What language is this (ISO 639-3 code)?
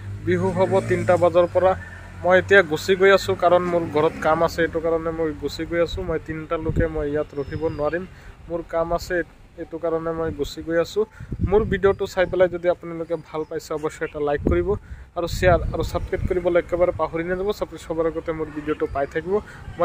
asm